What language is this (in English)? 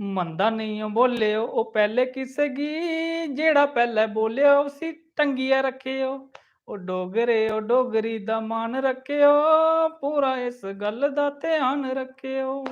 Dogri